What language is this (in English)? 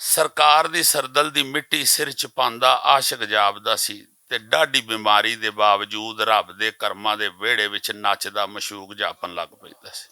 Western Panjabi